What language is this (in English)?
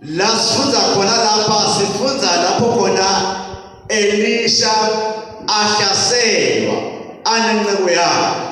Swati